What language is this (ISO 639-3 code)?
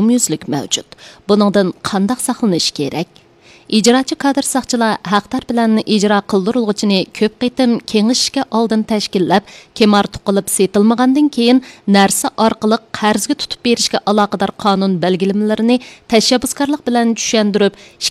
uig